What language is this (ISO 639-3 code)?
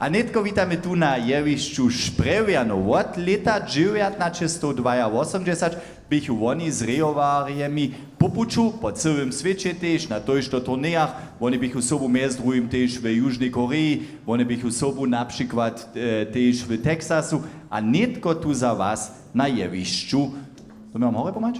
hsb